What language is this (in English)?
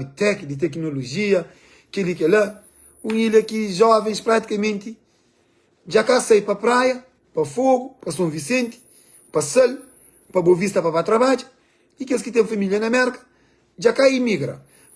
Kabuverdianu